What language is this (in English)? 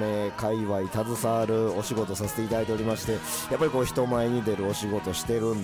Japanese